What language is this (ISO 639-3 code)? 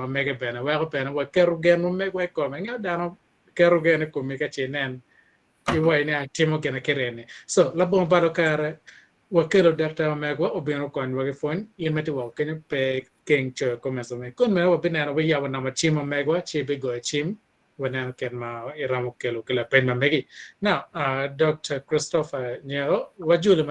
ach